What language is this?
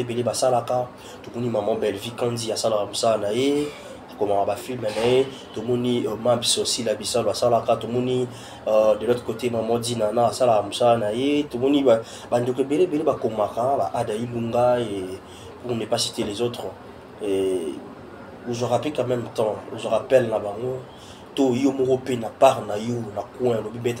Lingala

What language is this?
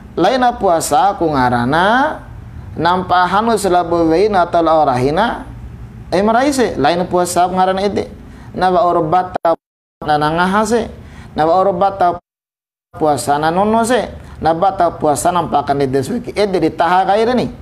Bima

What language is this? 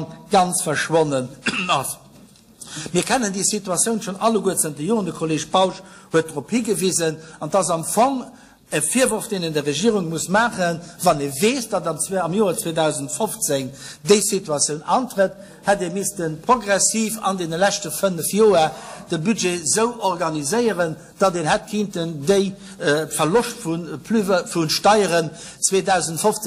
Luxembourgish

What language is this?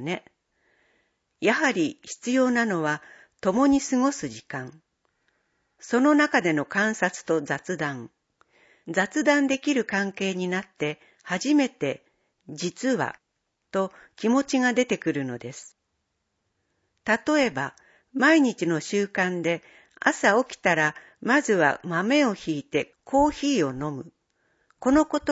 Japanese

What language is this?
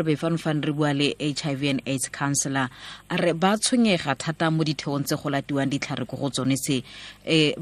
Tswana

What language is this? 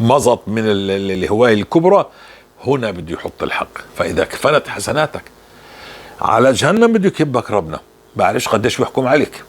North Levantine Arabic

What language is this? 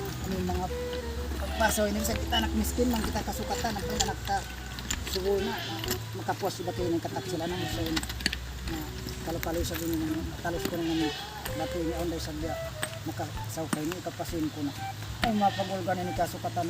Tausug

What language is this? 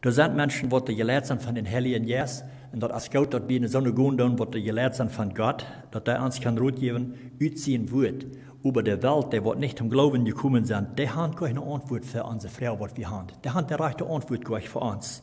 Plautdietsch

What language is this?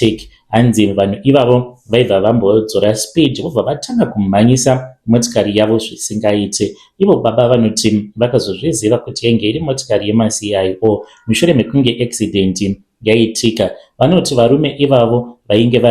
Shona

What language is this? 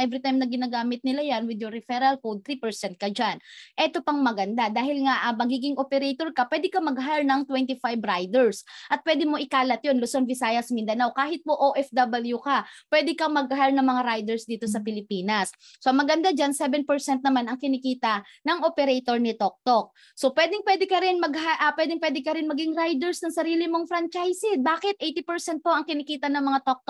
Filipino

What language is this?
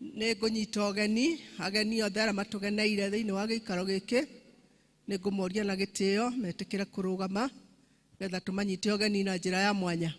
Kikuyu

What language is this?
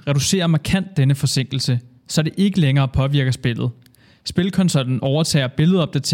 Danish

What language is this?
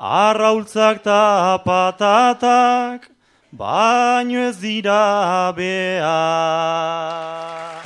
Basque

